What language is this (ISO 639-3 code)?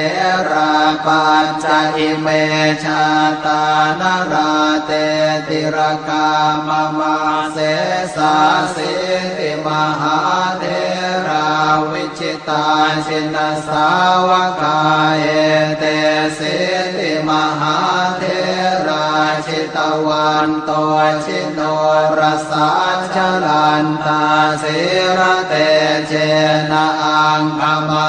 pli